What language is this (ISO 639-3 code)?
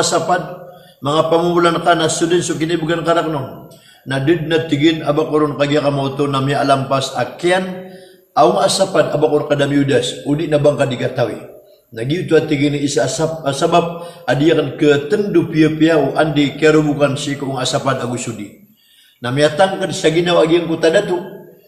mrw